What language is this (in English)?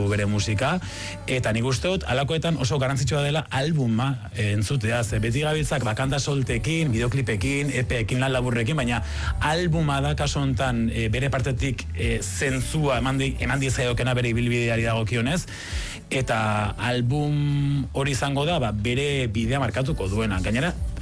Basque